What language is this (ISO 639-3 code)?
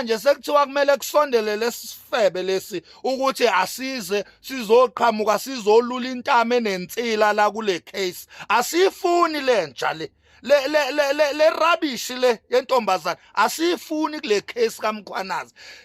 zul